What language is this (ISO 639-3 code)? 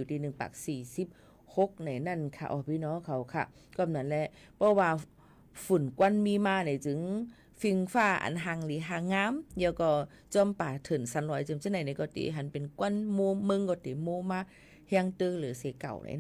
shn